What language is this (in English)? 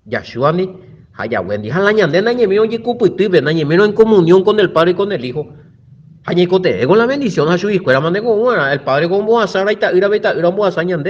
Guarani